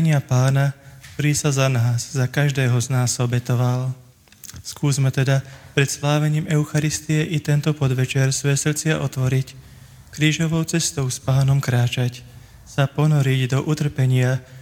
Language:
Slovak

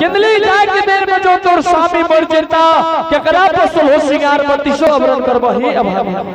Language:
Angika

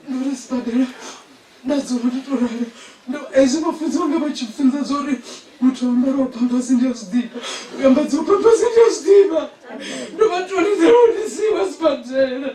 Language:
Venda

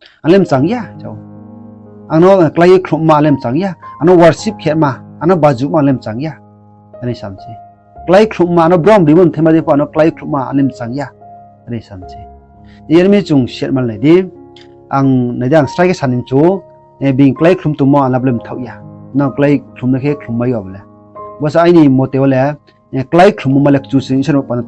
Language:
Riang (India)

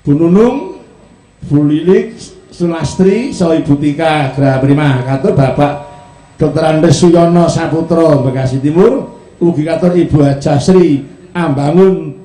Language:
Javanese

